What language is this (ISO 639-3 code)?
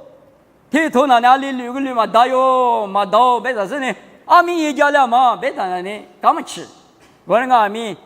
lis